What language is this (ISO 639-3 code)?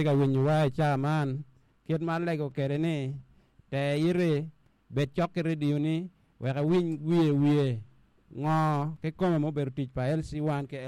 ach